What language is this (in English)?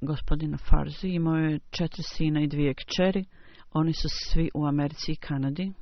Bosnian